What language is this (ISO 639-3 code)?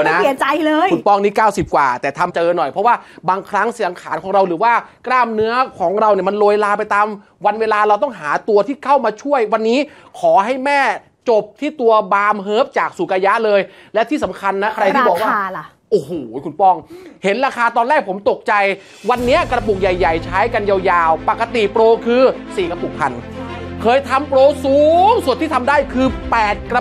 tha